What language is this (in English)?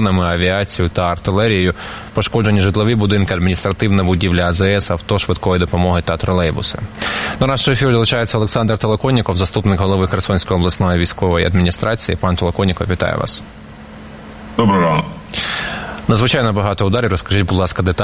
Ukrainian